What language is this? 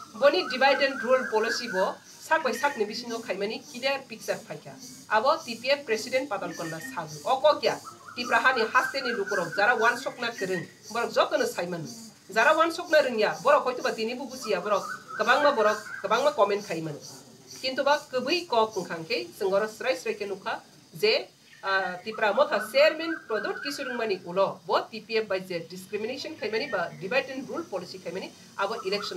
Kok Borok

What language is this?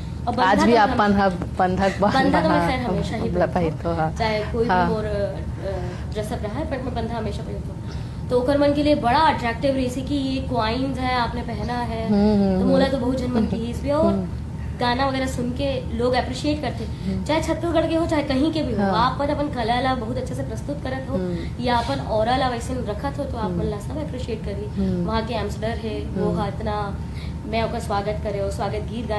Chhattisgarhi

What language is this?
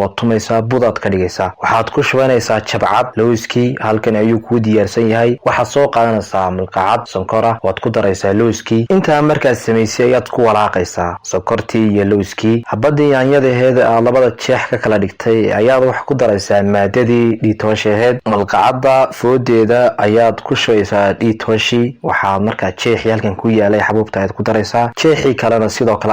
Somali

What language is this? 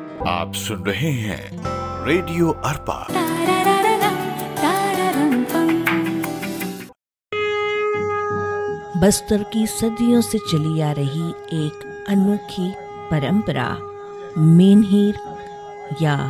Hindi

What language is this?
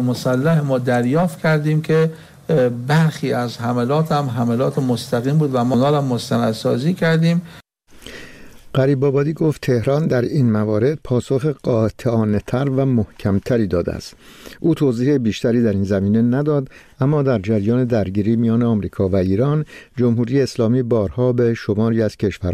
Persian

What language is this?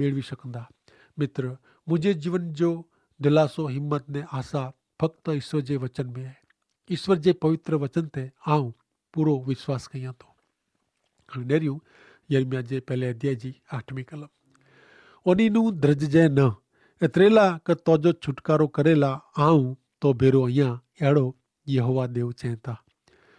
Kachhi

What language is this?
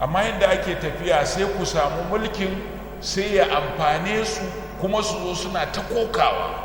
Hausa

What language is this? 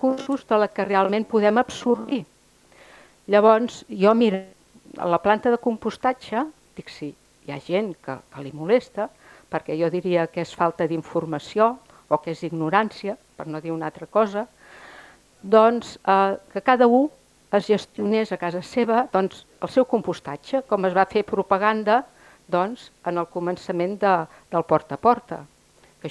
Catalan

